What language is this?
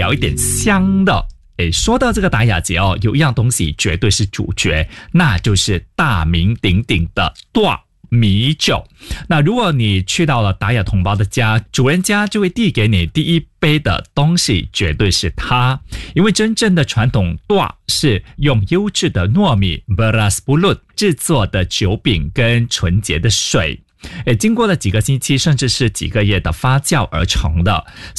Chinese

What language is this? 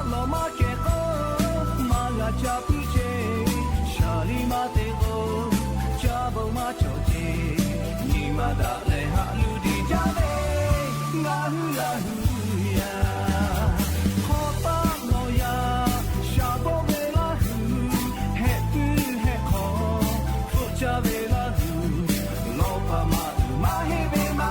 Lahu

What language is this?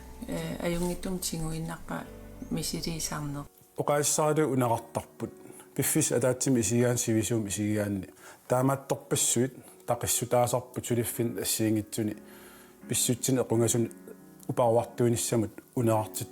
Kalaallisut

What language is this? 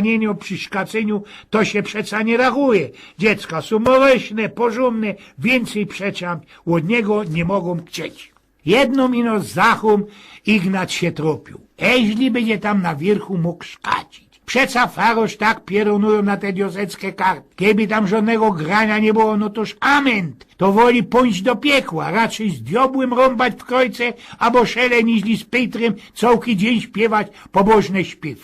Silesian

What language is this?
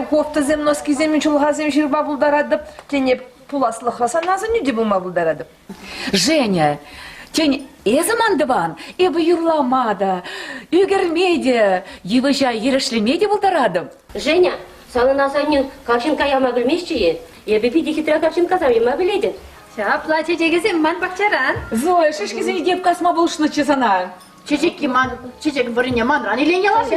Chuvash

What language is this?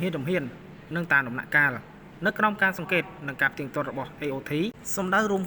Khmer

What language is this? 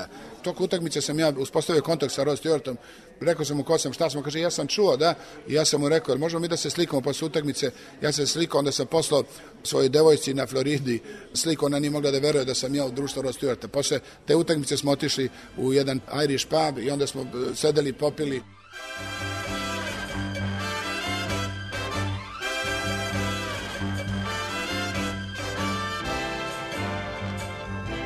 Serbian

